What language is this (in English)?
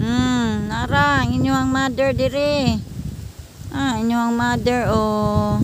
Cebuano